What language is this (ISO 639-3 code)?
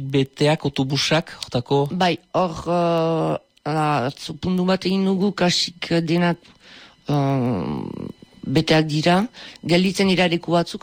eus